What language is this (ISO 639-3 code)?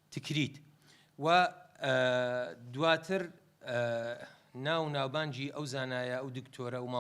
ckb